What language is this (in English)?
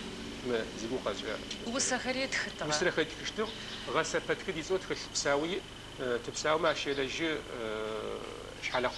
Adyghe